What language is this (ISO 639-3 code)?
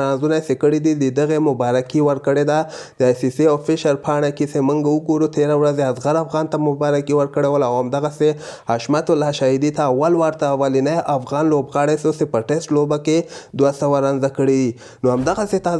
pus